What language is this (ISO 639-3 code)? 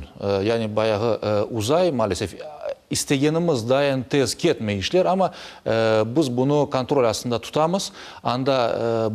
crh